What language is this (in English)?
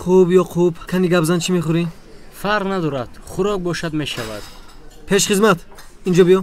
Tajik